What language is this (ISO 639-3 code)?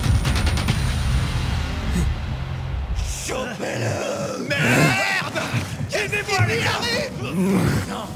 fra